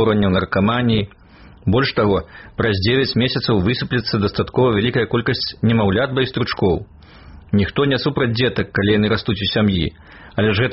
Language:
Belarusian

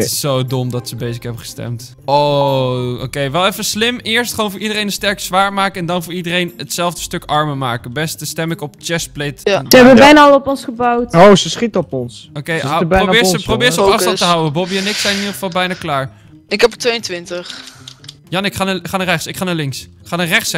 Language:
Dutch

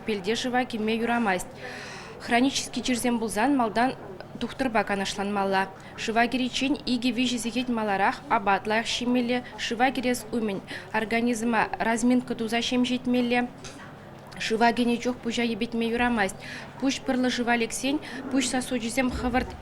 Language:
Chuvash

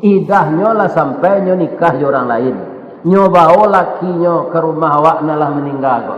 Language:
Minangkabau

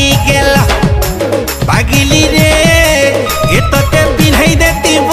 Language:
Sambalpuri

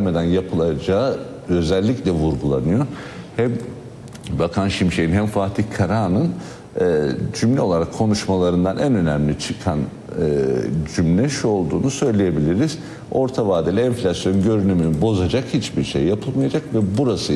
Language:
Turkish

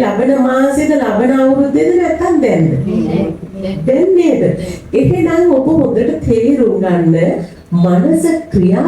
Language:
Sinhala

